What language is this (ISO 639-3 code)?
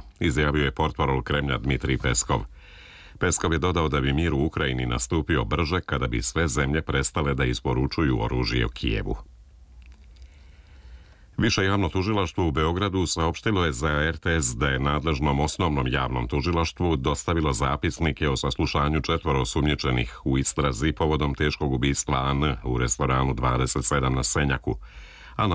srp